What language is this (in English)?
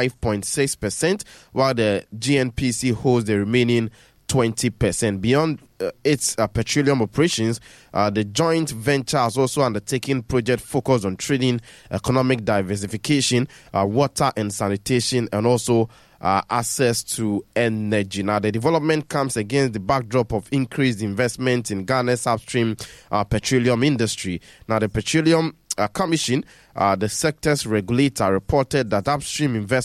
English